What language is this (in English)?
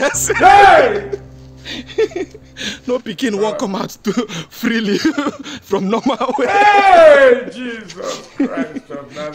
Nigerian Pidgin